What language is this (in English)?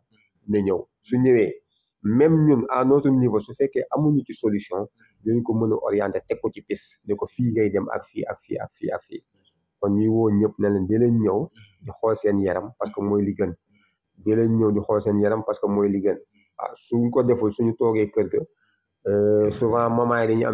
Wolof